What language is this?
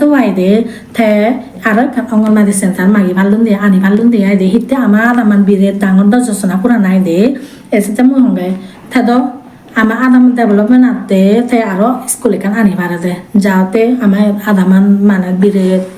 Chakma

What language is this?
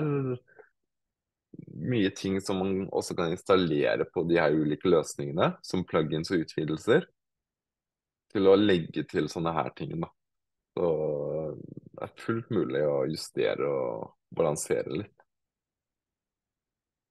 Norwegian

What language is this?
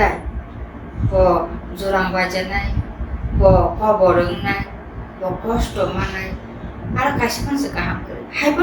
Kok Borok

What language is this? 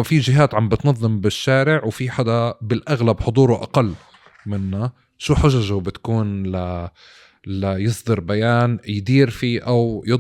North Levantine Arabic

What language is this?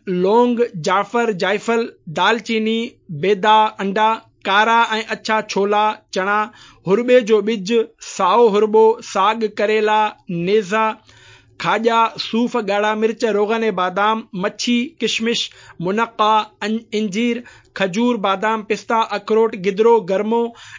Sindhi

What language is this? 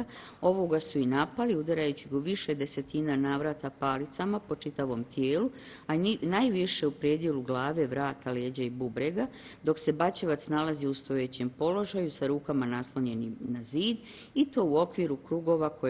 Bosnian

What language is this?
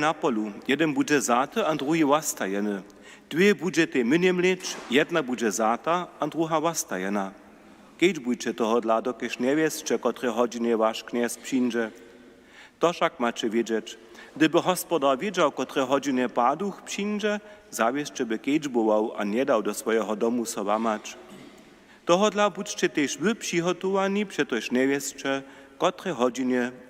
Upper Sorbian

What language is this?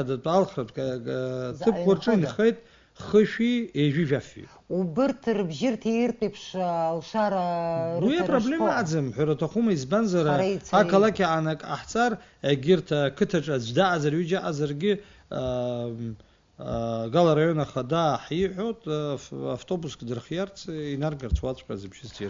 Abkhazian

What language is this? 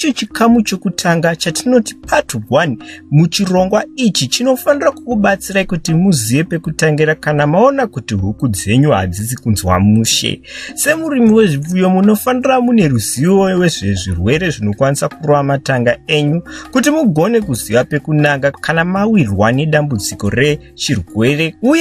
Shona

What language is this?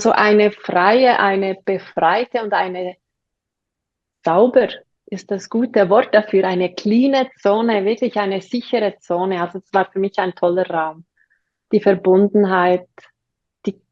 German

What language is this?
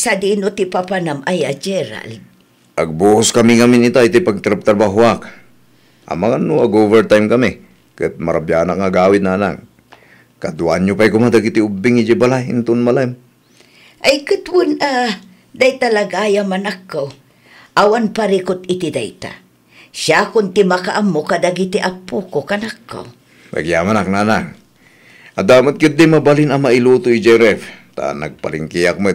Iloko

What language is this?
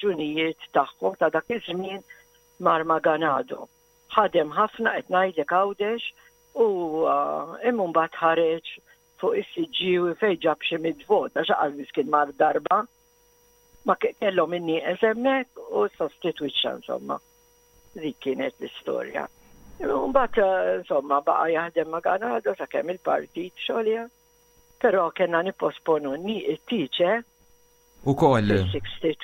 Maltese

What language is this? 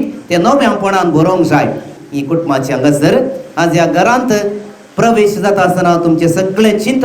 Konkani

